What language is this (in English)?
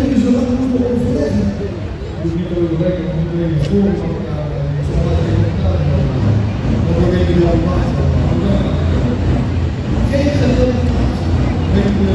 Dutch